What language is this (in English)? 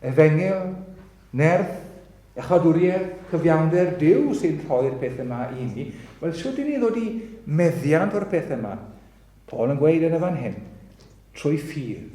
Welsh